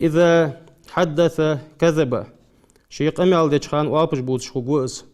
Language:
Ingush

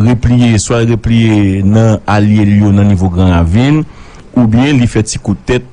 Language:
Haitian Creole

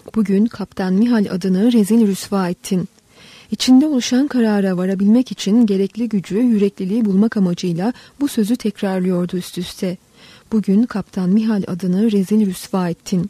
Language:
Turkish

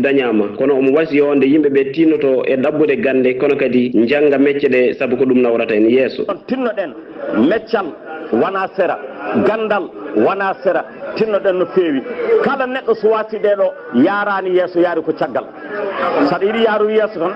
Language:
Fula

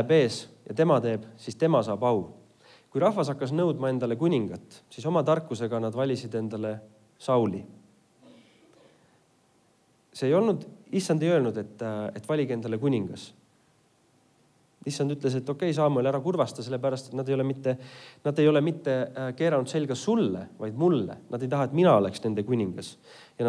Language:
Estonian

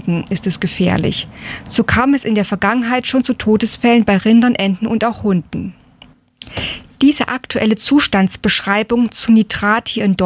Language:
German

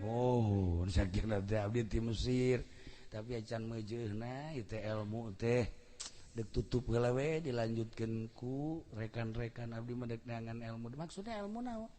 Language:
Sundanese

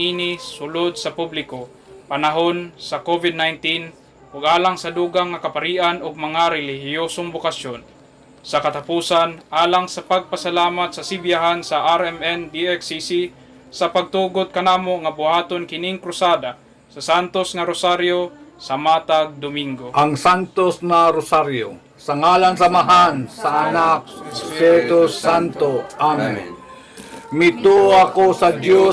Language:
Cebuano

